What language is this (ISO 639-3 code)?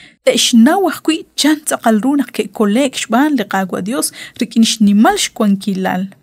kek